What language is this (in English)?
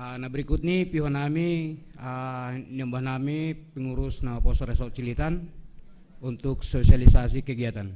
Batak Simalungun